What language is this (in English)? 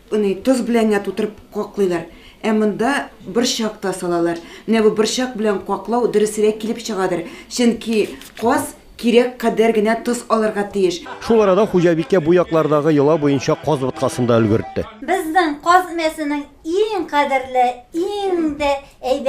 Tatar